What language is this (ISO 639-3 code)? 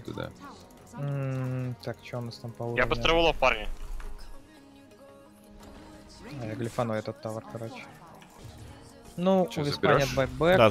rus